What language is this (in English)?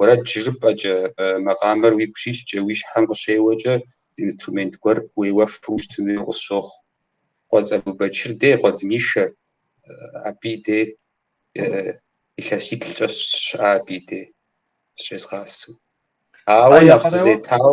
Kabardian